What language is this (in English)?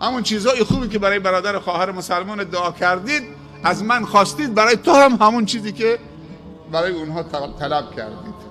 Persian